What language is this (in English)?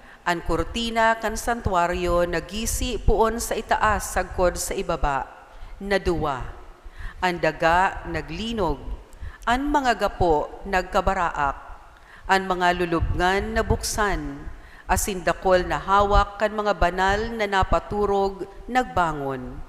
Bikol